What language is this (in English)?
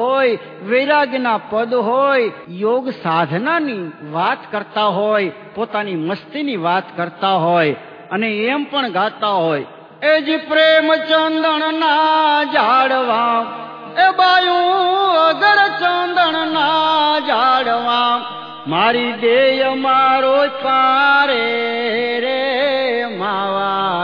Gujarati